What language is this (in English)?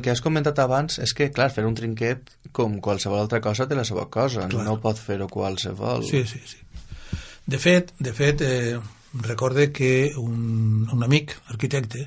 Catalan